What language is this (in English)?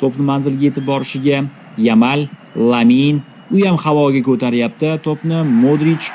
Uzbek